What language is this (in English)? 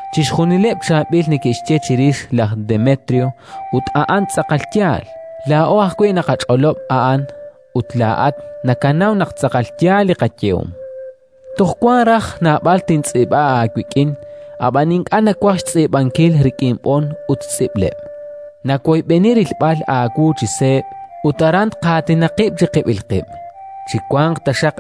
Kekchí